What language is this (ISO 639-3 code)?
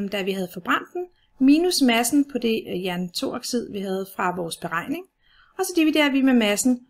dan